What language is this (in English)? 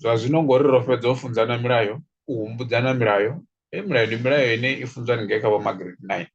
Venda